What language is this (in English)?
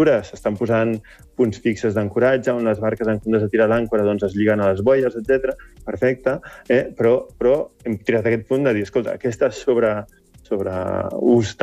Catalan